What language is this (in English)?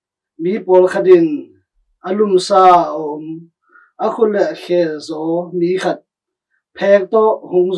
Tedim Chin